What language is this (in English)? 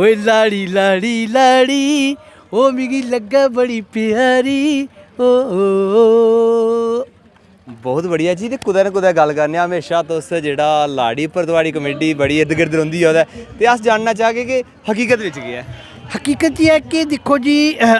Dogri